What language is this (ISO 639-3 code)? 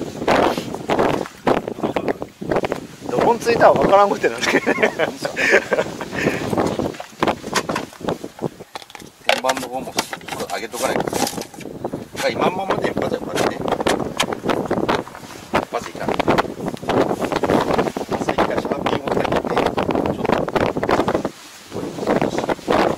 jpn